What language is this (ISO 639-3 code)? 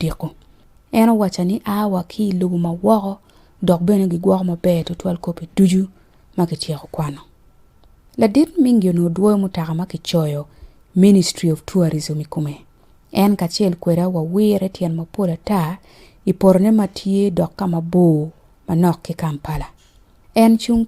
ach